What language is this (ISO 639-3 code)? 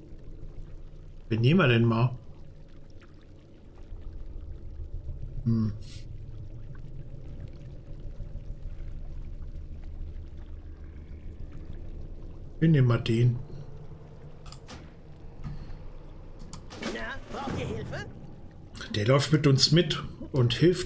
deu